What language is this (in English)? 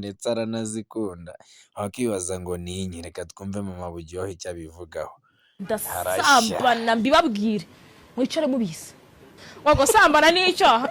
Kinyarwanda